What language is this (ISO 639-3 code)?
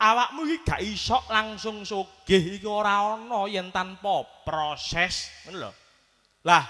jav